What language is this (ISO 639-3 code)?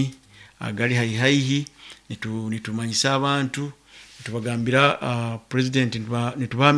nyo